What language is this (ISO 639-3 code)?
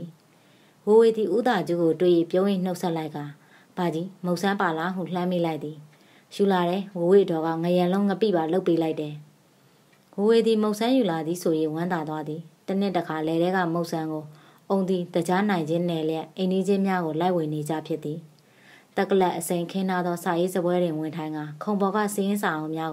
mya